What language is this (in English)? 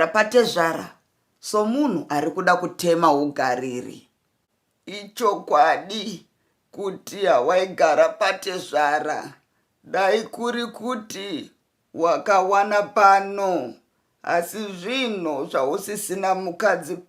Shona